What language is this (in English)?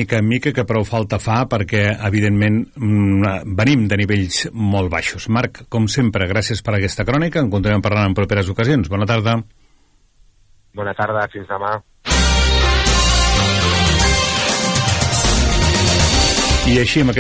Catalan